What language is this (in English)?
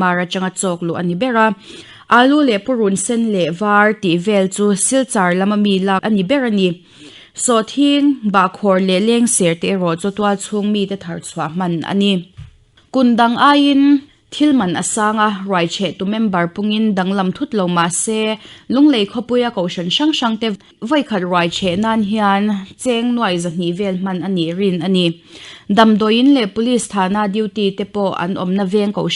Mizo